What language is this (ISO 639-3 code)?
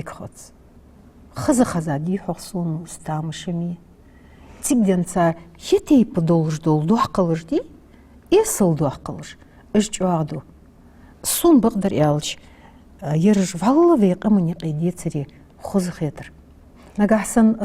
inh